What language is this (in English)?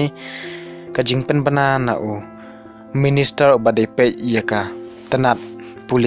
Khasi